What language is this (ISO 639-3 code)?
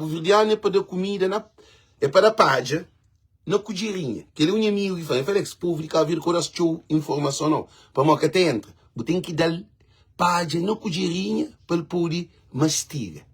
kea